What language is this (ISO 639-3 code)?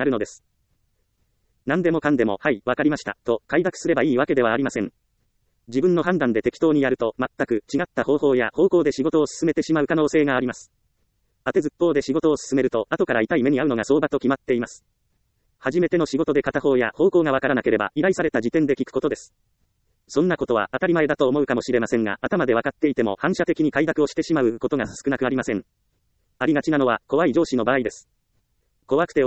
jpn